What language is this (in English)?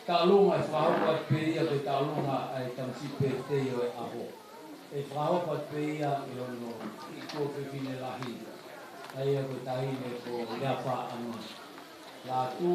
Tongan